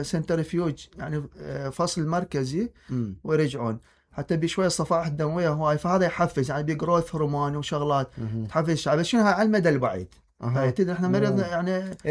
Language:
Mesopotamian Arabic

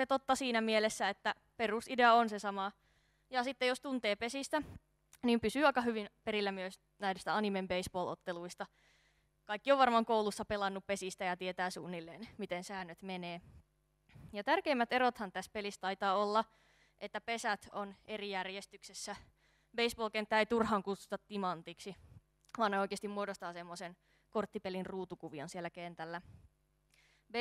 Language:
Finnish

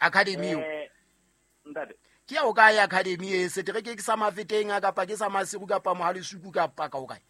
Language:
Southern Sotho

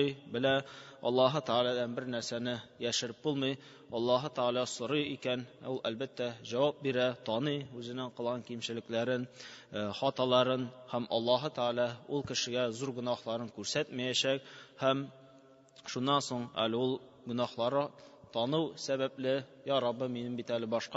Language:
Tatar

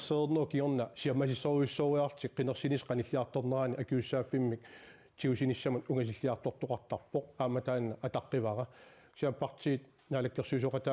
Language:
Kalaallisut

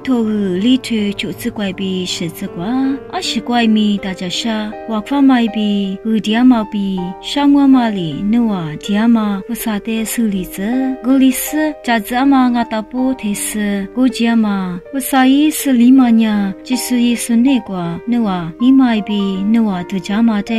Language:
Lisu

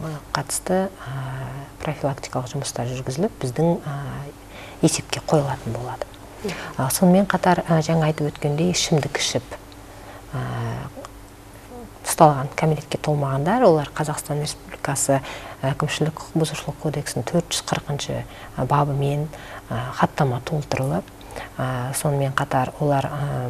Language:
Kazakh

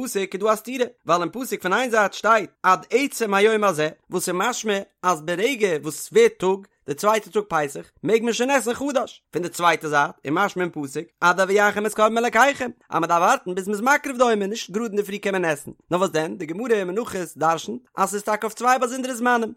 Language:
Yiddish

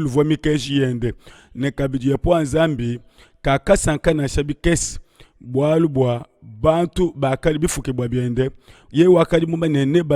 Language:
Luba-Lulua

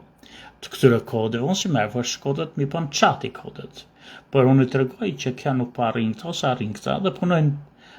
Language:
Albanian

